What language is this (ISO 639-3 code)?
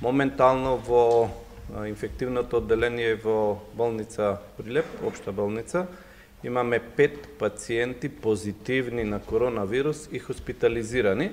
mkd